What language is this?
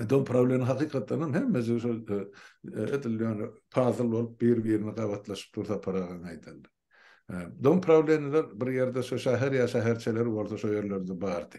Turkmen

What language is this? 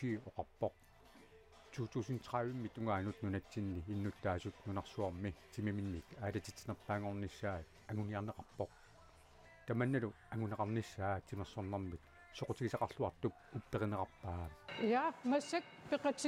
Kalaallisut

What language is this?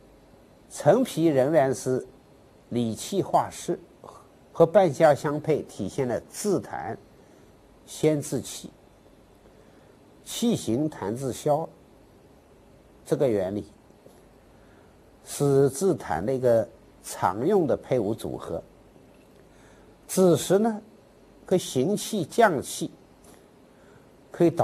Chinese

